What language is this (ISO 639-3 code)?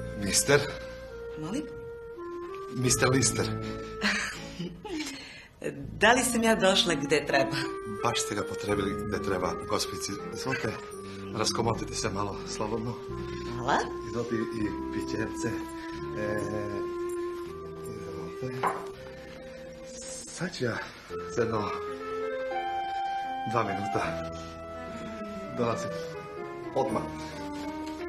srp